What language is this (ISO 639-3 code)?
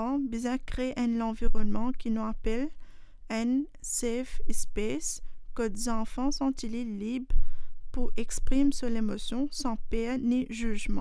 mfe